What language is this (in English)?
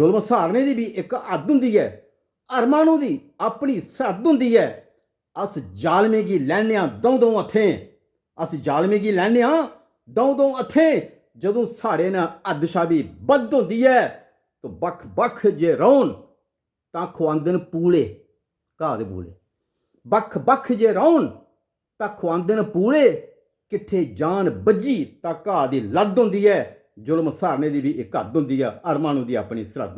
Dogri